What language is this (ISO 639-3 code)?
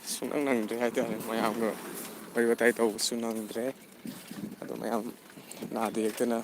mni